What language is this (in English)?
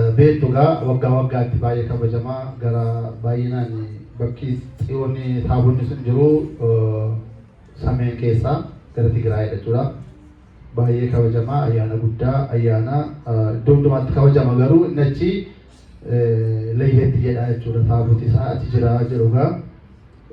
Oromo